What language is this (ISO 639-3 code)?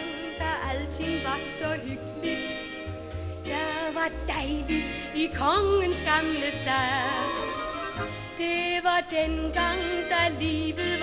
dan